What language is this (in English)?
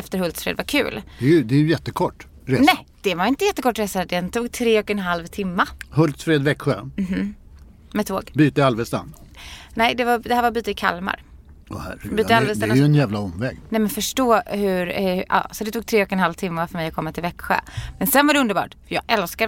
Swedish